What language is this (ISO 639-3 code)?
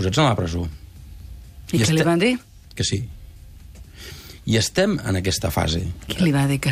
cat